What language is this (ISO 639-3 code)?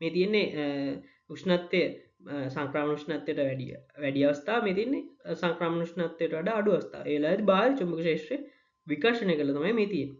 sin